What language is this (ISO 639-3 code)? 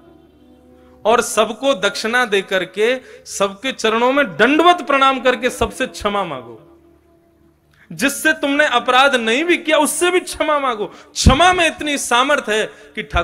hin